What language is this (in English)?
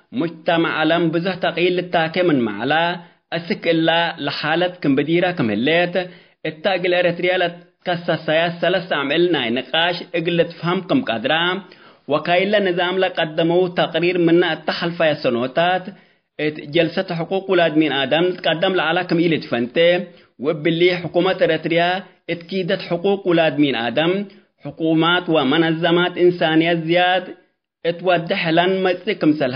Tigre